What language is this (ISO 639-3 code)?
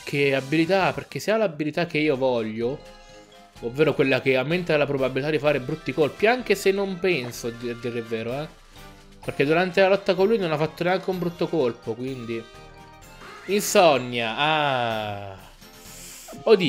ita